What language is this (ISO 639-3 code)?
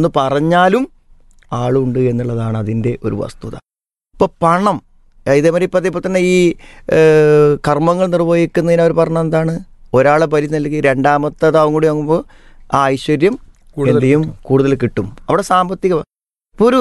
mal